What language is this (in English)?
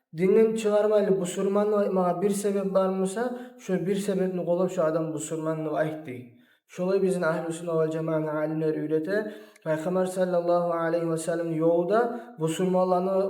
Kumyk